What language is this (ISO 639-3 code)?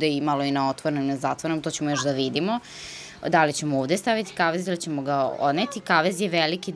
srp